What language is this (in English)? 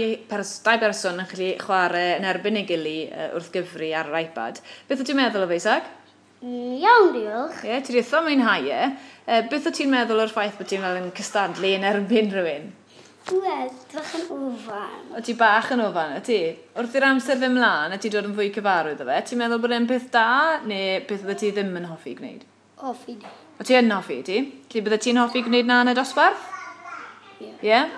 Welsh